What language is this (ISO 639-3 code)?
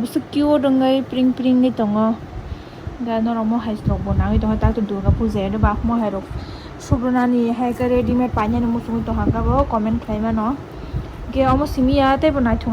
trp